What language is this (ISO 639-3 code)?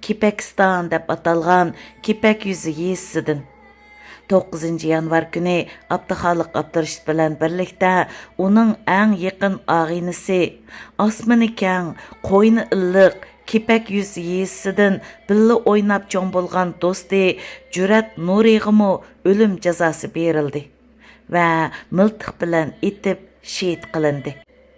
uig